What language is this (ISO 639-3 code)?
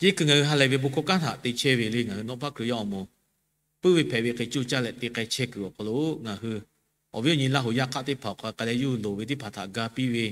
lhu